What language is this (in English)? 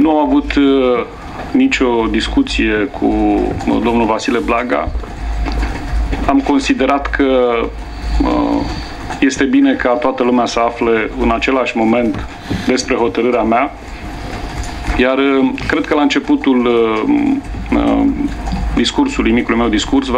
Romanian